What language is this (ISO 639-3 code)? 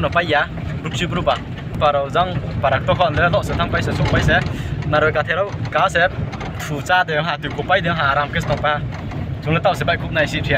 ria